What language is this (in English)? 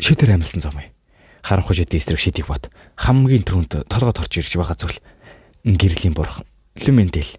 Mongolian